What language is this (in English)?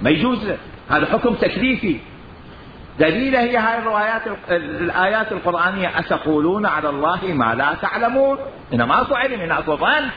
Mesopotamian Arabic